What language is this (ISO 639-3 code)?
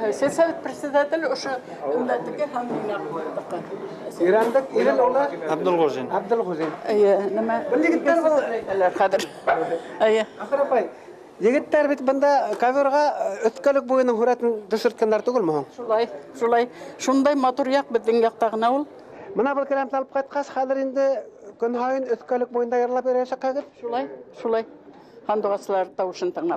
bak